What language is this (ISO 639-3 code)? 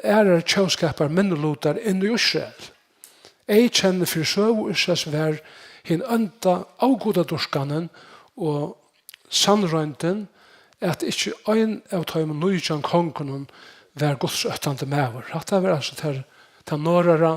fao